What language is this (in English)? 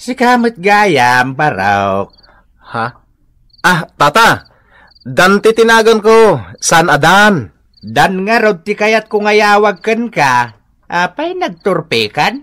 Iloko